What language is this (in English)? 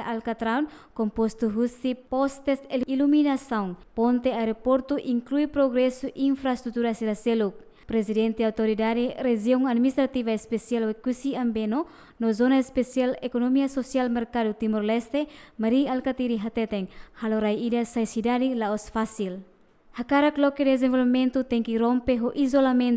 Tetum